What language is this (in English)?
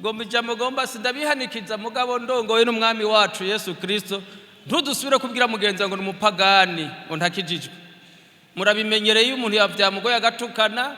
Rundi